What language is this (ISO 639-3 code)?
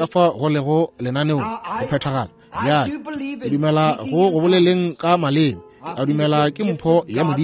nso